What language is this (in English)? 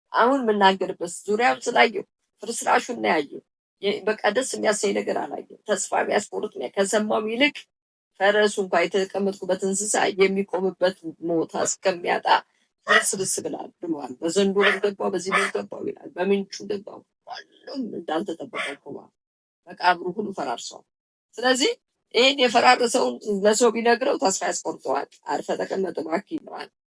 Amharic